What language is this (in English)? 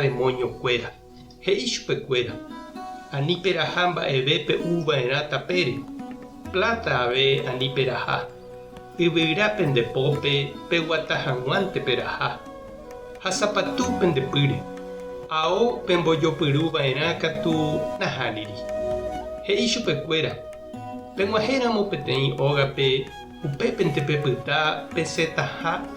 Guarani